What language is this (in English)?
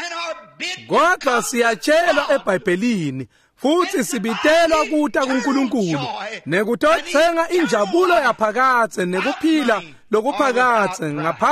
Swati